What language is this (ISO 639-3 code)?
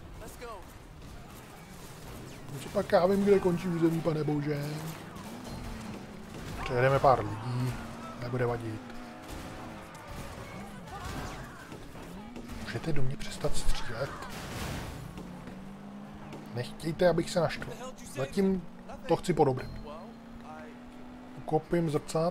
ces